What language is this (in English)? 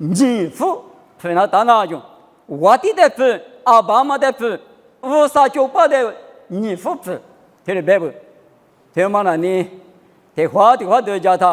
Lisu